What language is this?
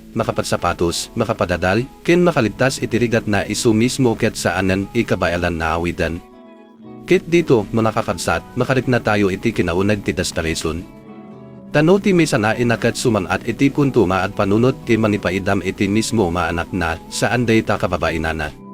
Iloko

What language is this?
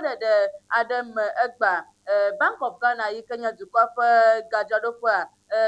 Ewe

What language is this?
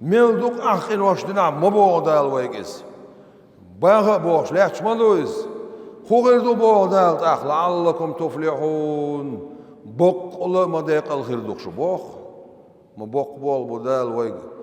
Chechen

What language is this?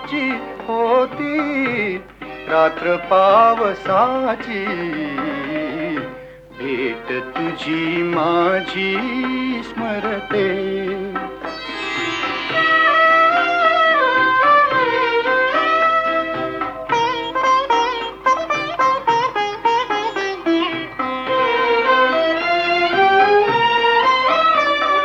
Marathi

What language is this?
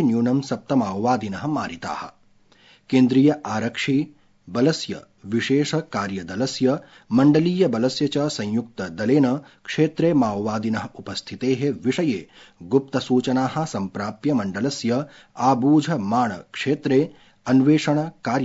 Sanskrit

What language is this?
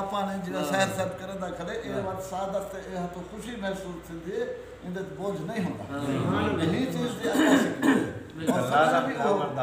Saraiki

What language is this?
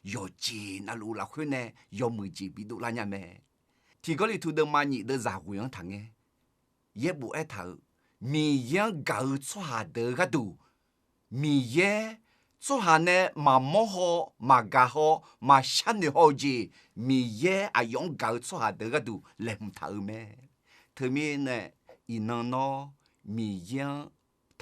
Akha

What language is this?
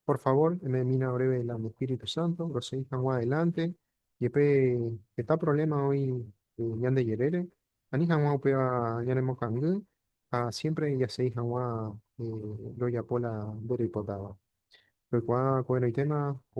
Guarani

